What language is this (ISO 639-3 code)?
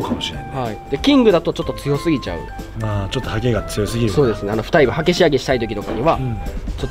jpn